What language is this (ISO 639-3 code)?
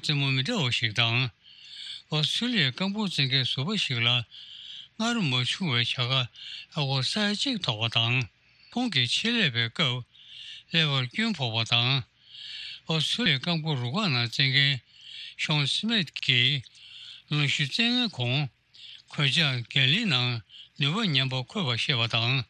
bod